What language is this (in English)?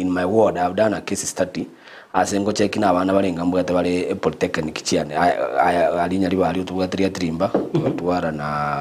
Gusii